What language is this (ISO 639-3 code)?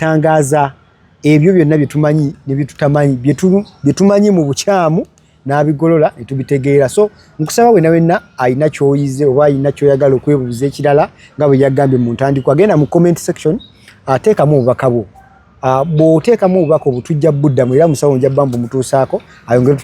lug